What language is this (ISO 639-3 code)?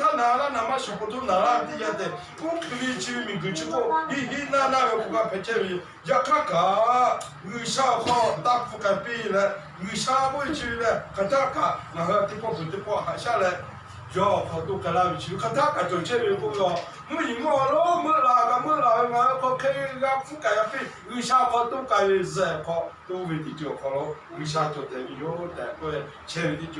lhu